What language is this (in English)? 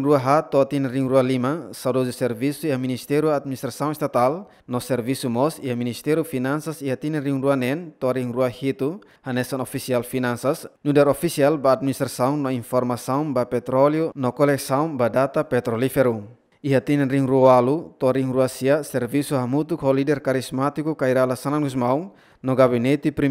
Tetum